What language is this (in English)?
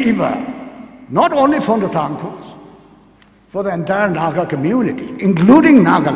Tangkhul Naga (India)